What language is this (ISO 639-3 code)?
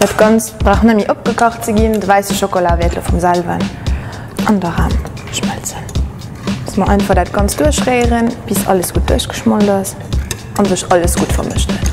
ltz